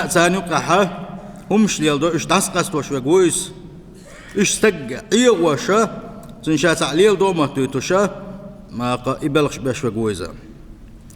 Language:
Chechen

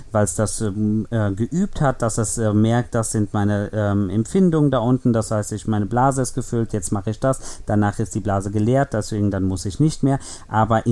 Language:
German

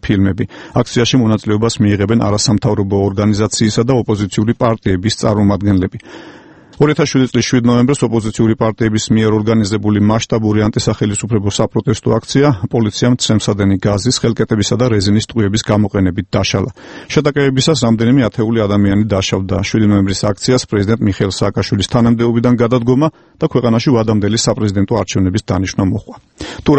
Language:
Georgian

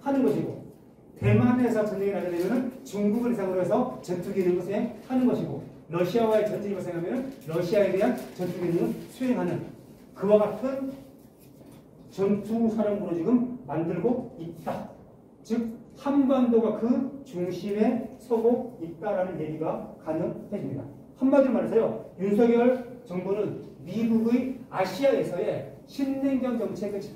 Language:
Korean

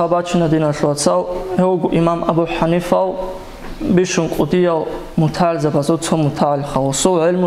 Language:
Avaric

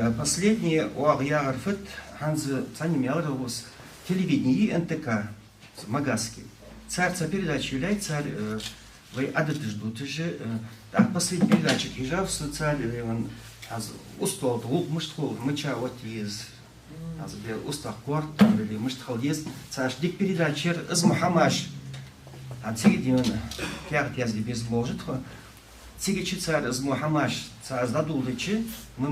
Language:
Ingush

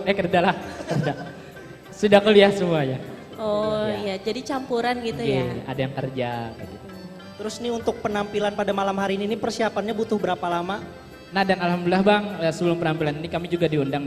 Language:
Banjar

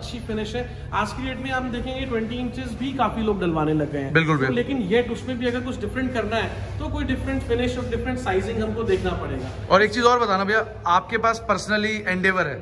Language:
Hindi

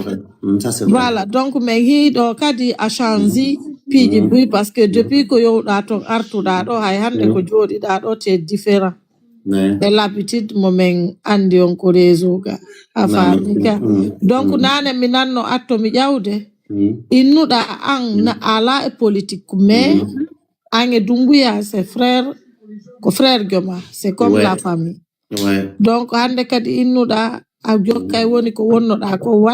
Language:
Fula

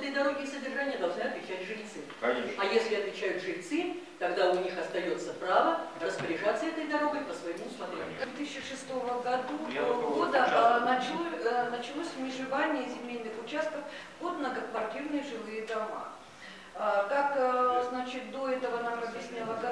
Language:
Russian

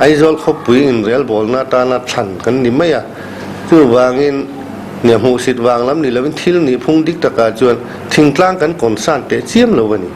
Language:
Mizo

